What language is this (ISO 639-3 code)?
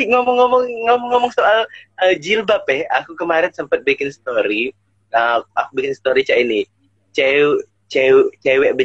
mui